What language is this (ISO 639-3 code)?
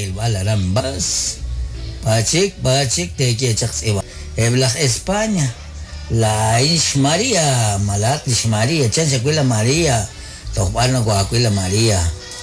kek